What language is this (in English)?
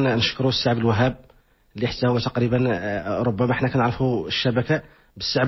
Moroccan Arabic